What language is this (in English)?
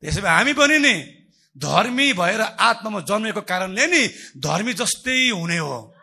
Nepali